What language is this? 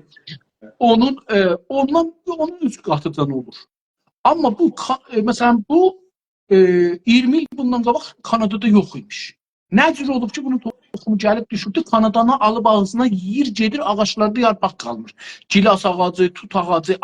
South Azerbaijani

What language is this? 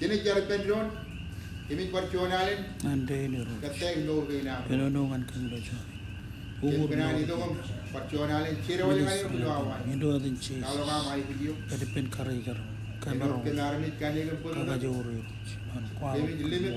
Marshallese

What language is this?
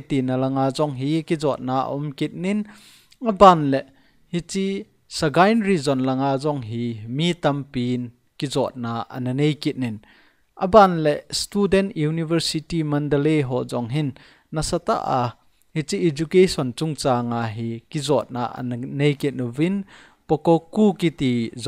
Thado Chin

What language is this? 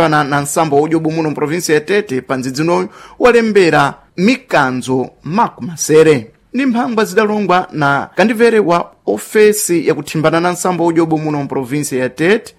Sena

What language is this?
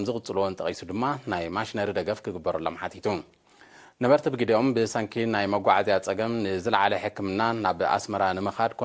Tigrinya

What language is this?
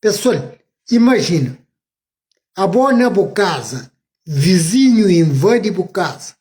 Kabuverdianu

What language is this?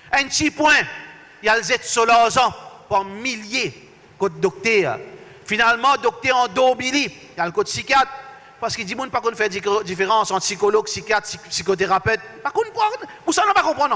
Morisyen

